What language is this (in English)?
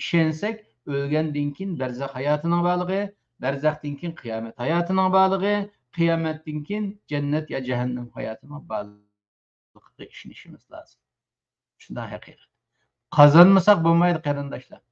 Uyghur